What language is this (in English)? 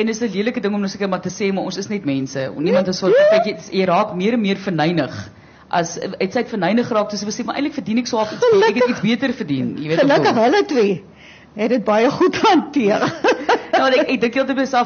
Afrikaans